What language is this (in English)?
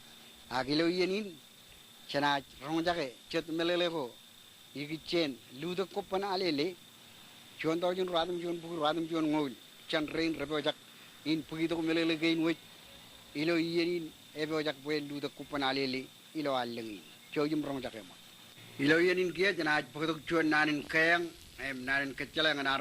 Marshallese